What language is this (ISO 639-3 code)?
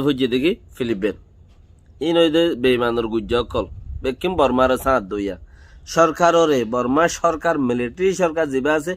rhg